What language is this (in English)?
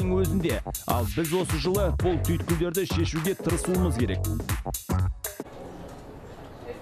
Kazakh